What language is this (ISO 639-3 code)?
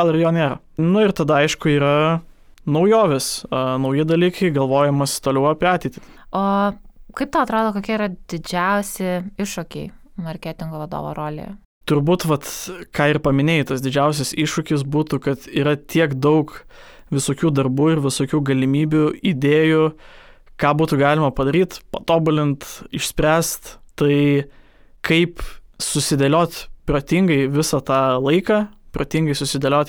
lit